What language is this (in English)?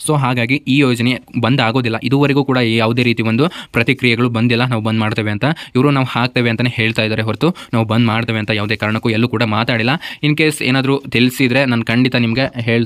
Kannada